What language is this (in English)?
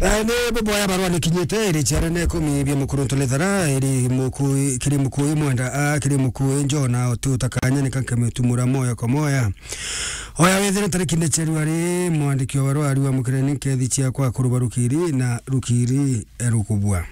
Meru